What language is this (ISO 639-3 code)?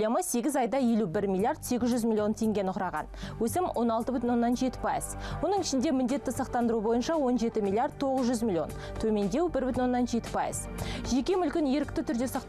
kaz